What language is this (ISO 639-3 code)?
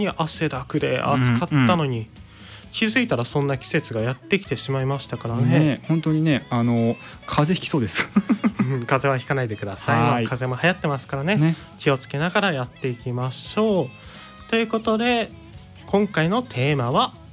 jpn